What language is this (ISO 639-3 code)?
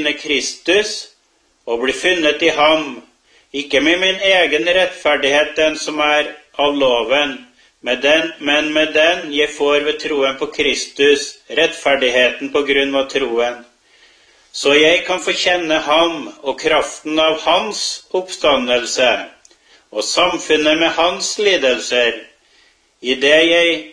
nor